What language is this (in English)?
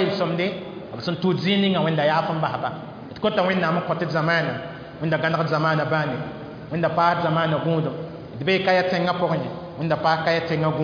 Mossi